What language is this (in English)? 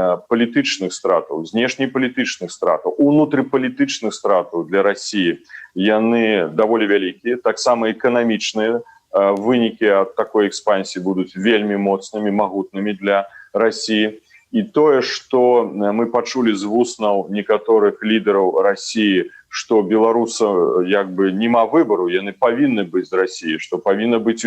Belarusian